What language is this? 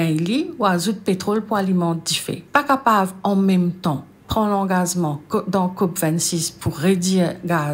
Morisyen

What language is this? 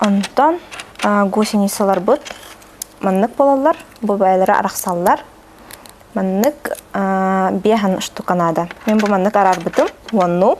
Yakut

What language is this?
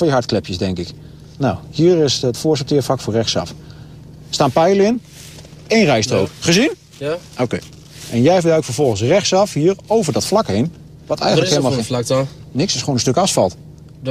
Dutch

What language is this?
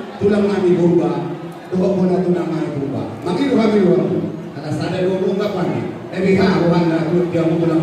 Batak Toba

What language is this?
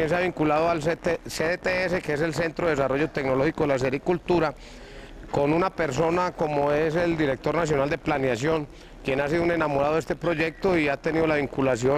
Spanish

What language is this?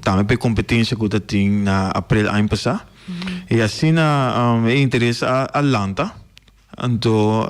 Papiamento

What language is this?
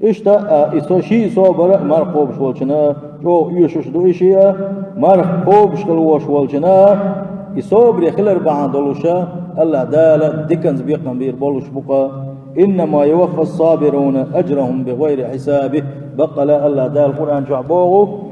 Chechen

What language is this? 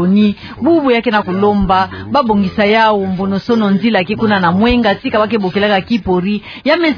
Kituba (Democratic Republic of Congo)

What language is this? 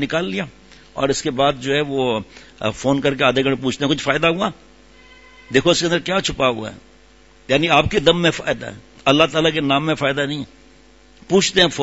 Urdu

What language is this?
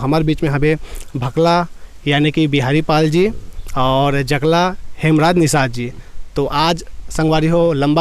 Chhattisgarhi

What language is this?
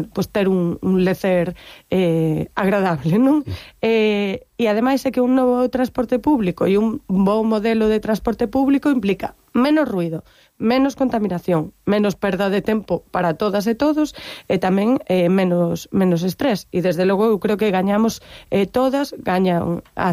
Galician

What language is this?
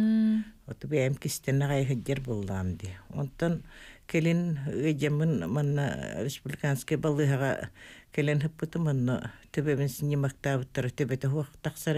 Yakut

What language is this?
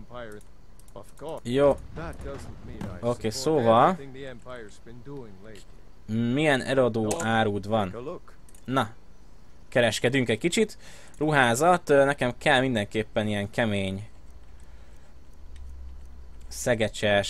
Hungarian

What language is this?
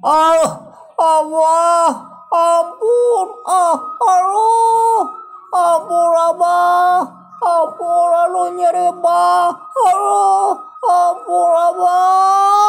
Sundanese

